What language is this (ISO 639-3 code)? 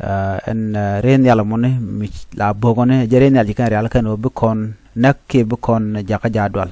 nus